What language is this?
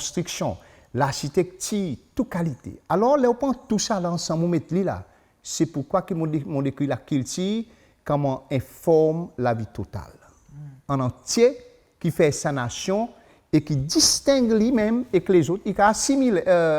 Seselwa Creole French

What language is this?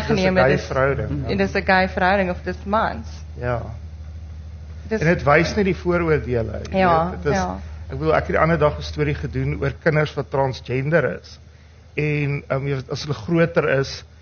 Afrikaans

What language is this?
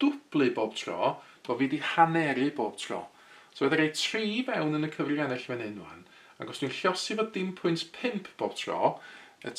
Welsh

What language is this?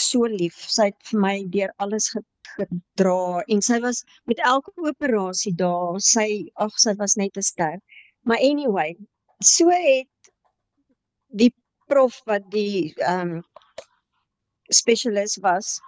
Afrikaans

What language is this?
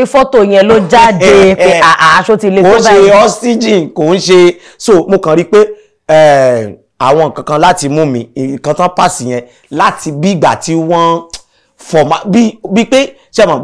Yoruba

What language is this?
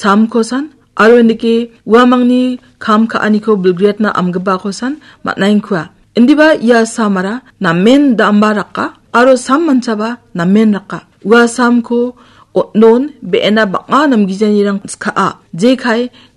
Garo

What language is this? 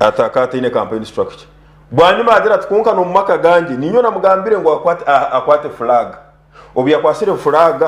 Nyankole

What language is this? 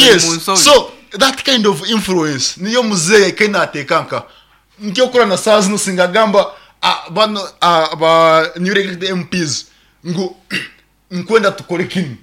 Nyankole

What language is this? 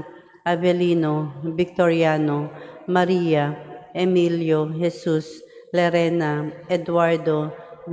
Cebuano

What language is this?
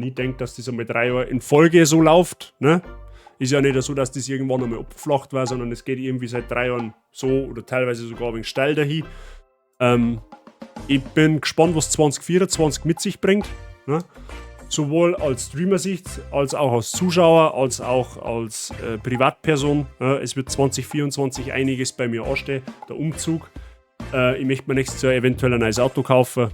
Bavarian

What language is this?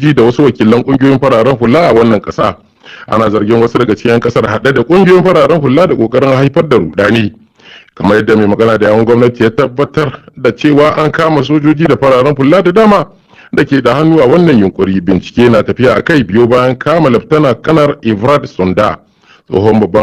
Hausa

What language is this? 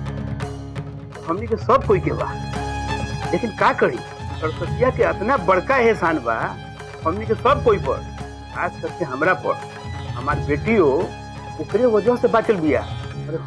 Bhojpuri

